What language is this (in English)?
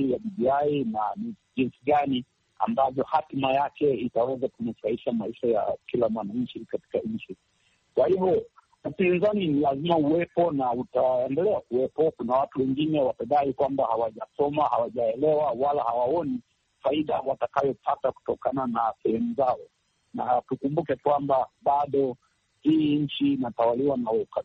Swahili